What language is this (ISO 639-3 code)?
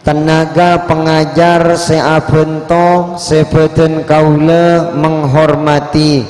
mad